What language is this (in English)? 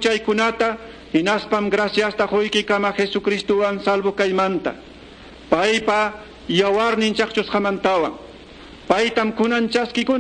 Quechua